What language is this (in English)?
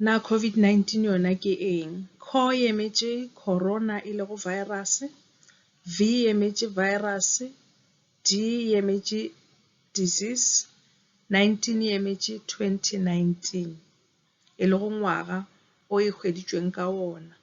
Northern Sotho